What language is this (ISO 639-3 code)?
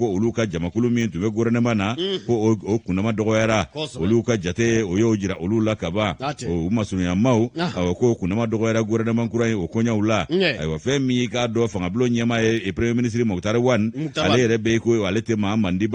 bam